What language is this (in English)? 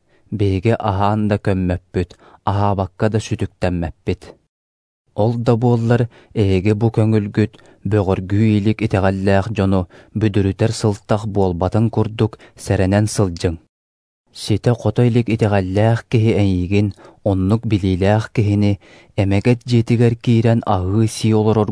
Yakut